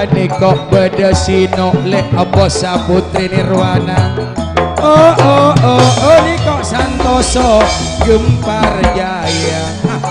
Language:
Madurese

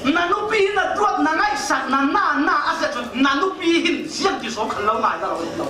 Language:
Falam Chin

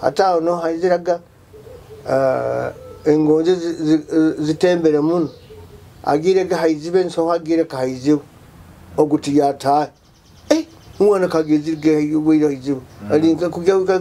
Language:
Nyoro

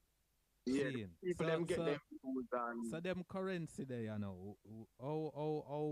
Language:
Jamaican Creole English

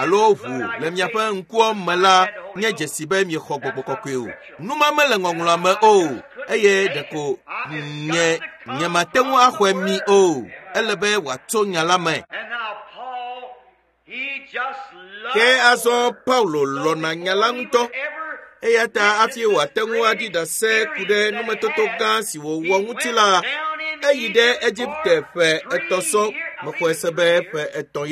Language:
Ewe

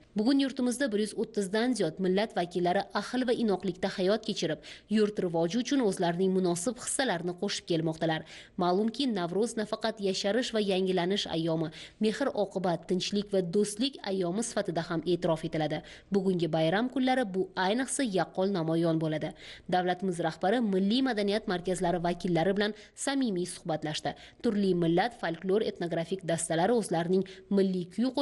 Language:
Uzbek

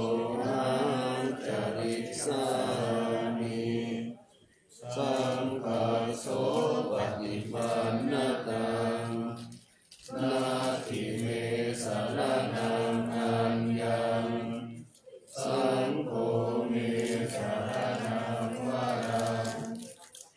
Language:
Pali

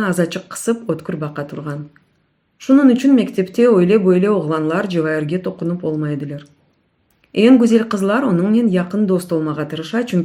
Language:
Crimean Tatar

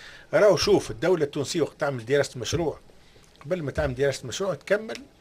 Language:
Tunisian Arabic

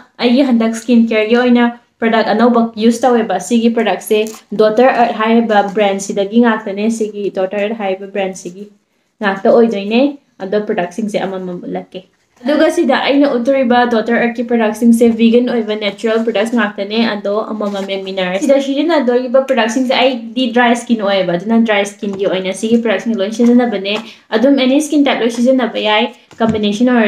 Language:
Manipuri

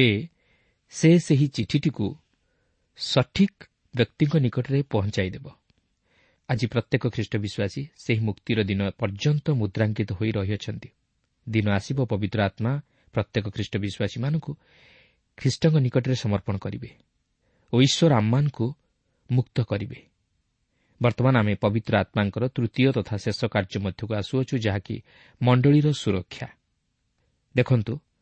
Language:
Odia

